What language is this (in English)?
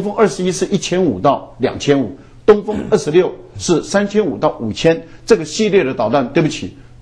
Chinese